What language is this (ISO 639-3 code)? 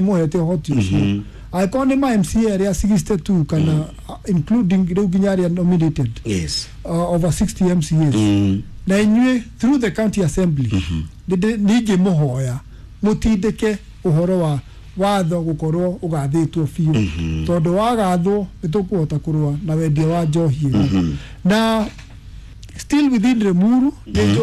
kik